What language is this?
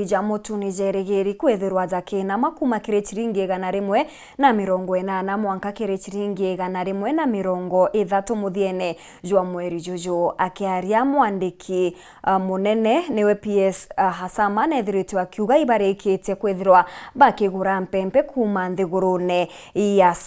Meru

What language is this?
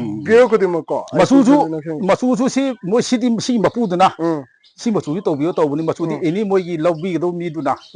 Manipuri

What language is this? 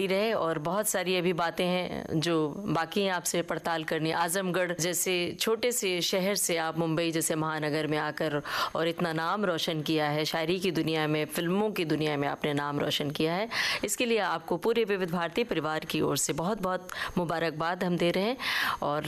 Hindi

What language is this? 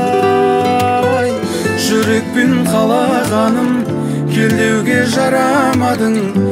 Kazakh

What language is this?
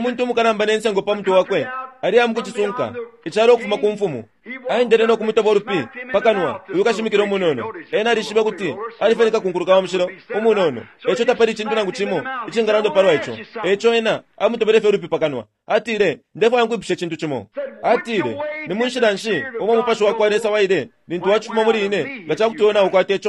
Bemba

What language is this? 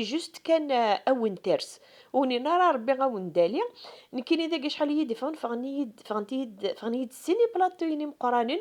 Kabyle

